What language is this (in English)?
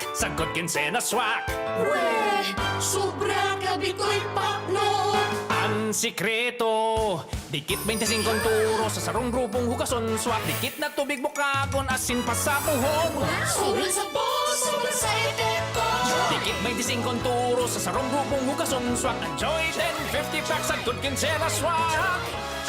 Bikol